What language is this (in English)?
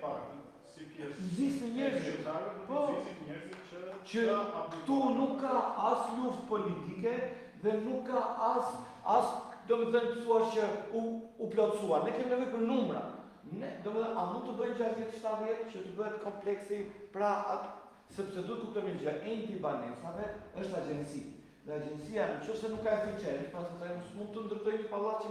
Albanian